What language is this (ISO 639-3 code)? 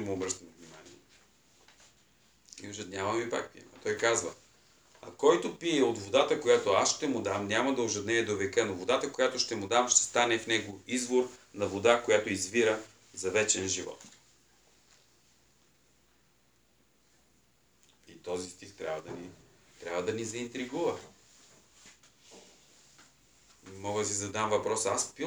bul